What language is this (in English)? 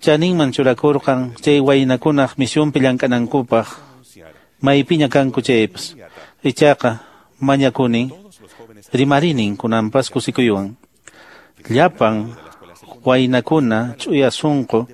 Quechua